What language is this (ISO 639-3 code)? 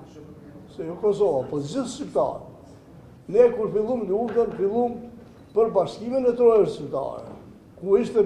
sqi